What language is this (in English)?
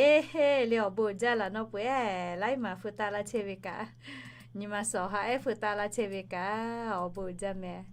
Lahu